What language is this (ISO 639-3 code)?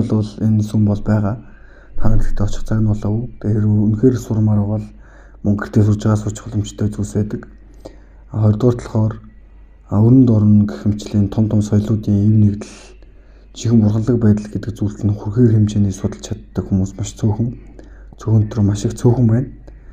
mon